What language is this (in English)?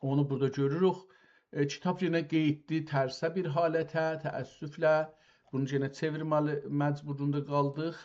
South Azerbaijani